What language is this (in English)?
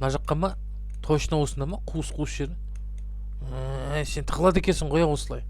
Kazakh